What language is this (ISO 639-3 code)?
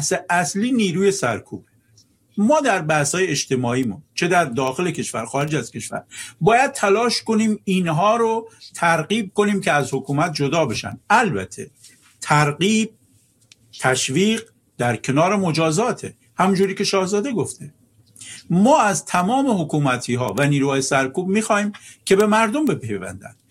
fas